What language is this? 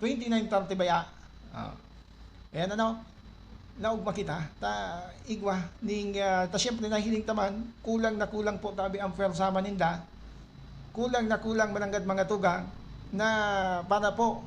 Bikol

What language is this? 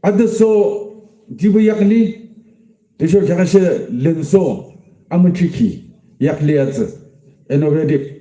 Yimchungru Naga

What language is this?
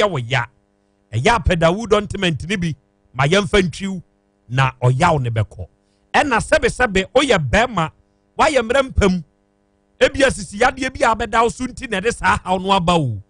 Akan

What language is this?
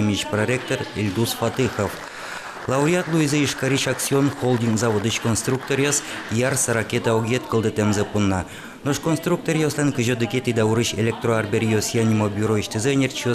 Udmurt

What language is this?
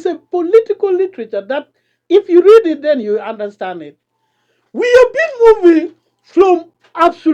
Acoli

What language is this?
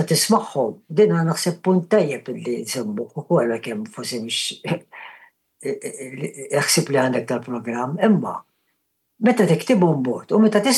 Maltese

